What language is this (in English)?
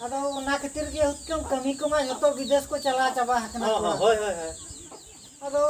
Santali